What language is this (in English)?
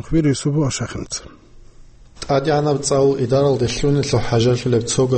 Avaric